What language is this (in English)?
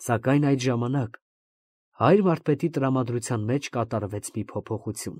Armenian